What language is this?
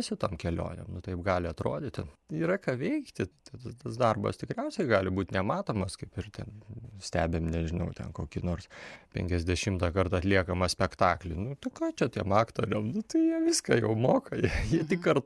Lithuanian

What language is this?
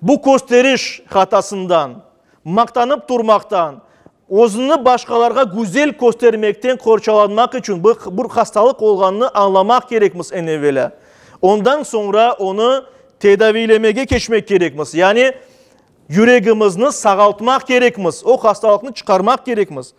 Crimean Tatar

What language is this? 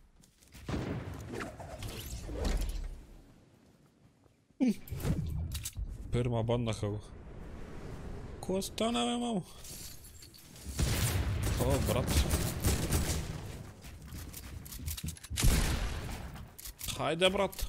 Bulgarian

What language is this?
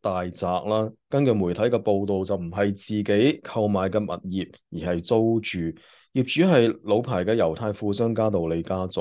Cantonese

